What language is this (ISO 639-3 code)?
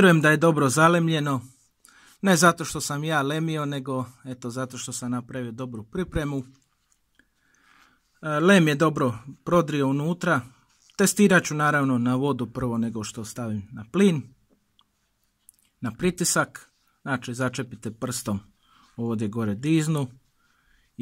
hrv